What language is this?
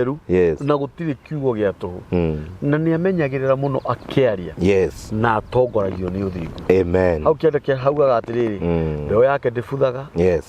Kikuyu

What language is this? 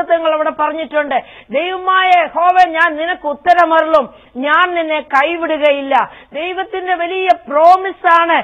Malayalam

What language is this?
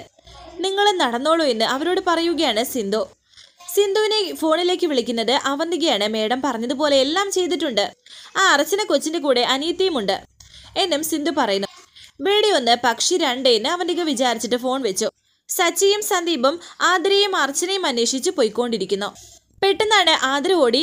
Malayalam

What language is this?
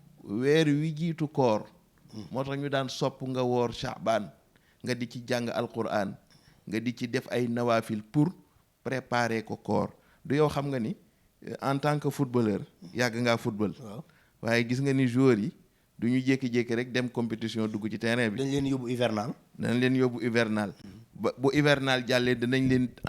Wolof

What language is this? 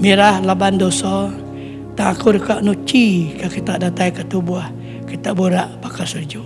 Iban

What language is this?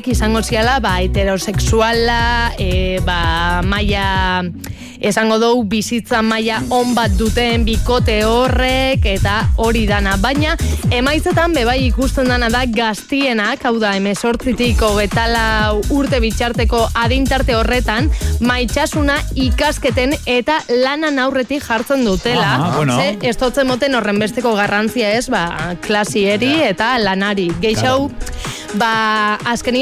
Basque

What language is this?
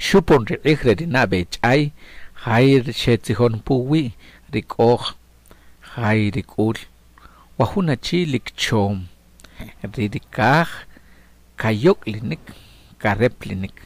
Achi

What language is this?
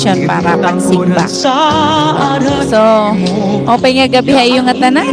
Waray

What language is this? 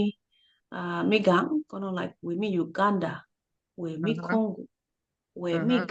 Acoli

